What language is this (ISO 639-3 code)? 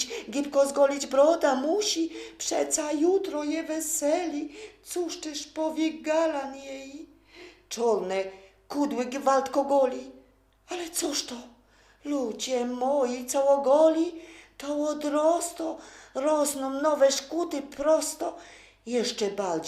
szl